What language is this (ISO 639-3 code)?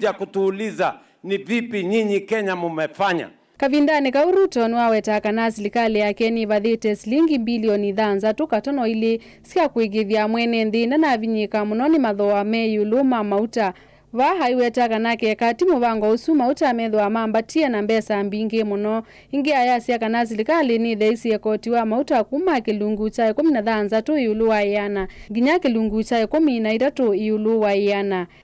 kam